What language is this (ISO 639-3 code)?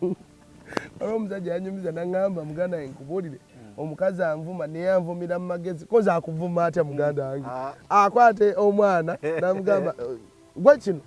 lug